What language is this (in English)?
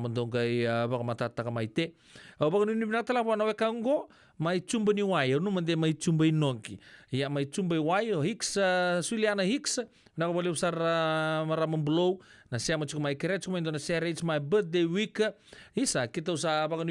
Fijian